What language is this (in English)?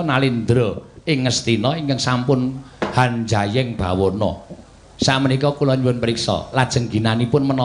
Javanese